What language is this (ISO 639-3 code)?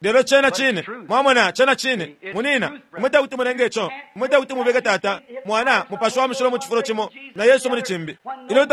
bem